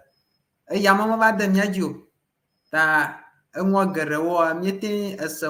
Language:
Ewe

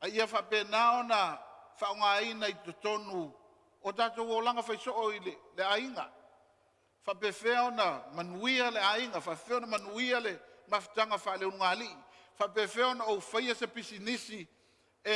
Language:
Samoan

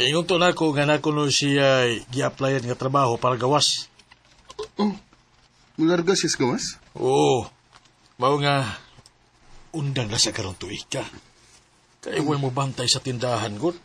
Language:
Cebuano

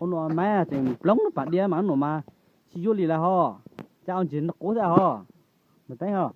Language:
Hmong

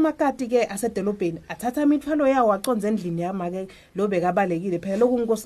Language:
Swati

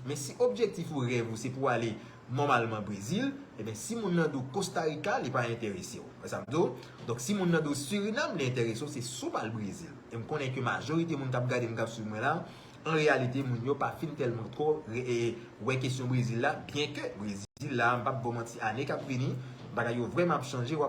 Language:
Haitian Creole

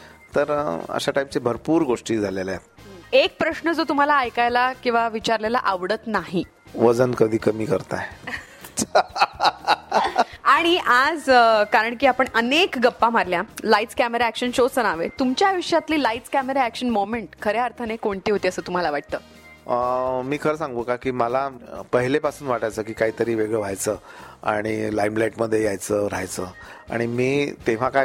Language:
Marathi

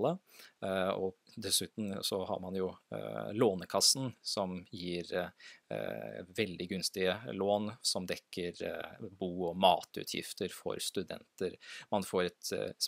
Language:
Norwegian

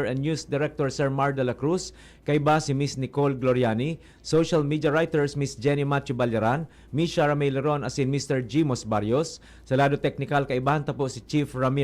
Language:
Bikol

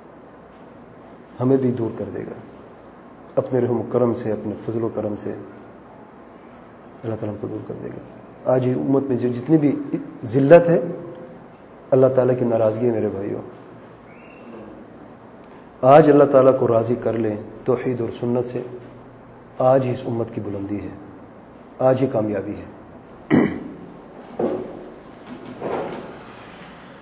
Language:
Urdu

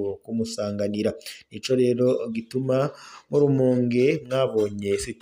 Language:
Rundi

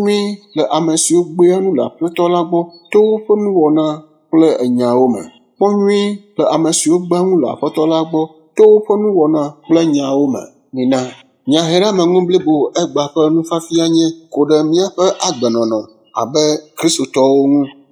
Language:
Ewe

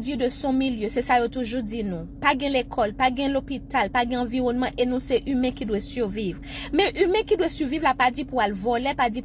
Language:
Haitian Creole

